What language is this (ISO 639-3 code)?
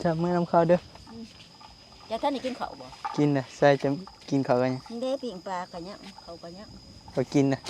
tts